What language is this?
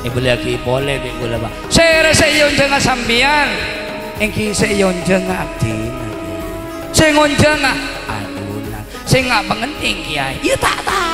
Madurese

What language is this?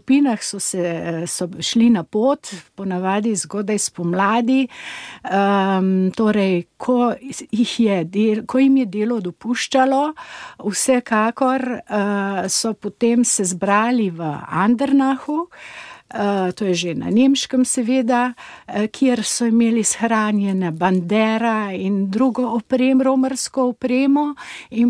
Slovenian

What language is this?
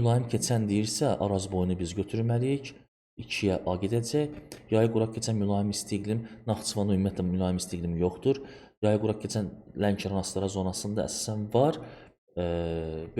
Azerbaijani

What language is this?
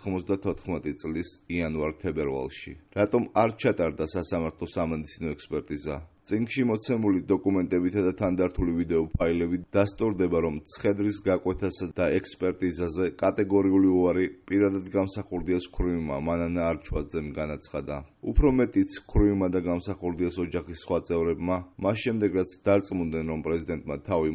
Georgian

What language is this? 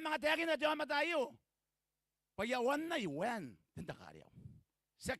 Gilbertese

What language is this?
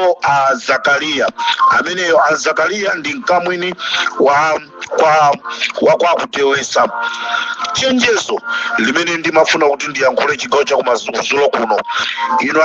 Nyanja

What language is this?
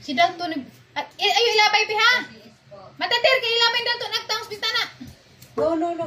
Cebuano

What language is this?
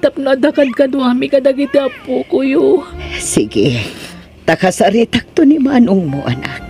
Iloko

